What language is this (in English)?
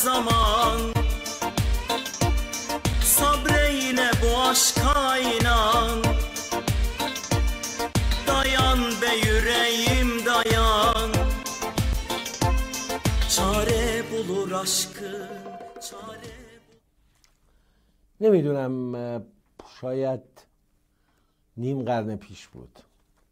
Persian